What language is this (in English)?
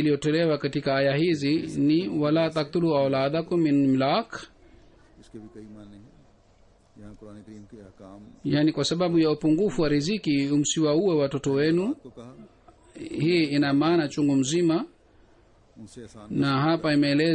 Swahili